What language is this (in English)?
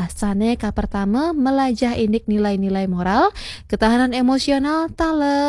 Balinese